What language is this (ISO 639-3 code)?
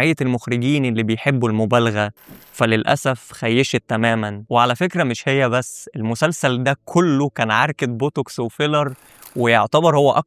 arz